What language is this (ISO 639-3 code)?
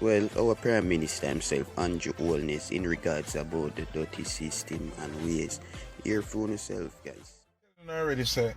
jam